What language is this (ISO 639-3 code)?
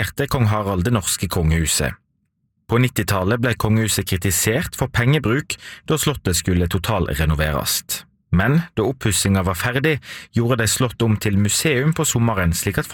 nor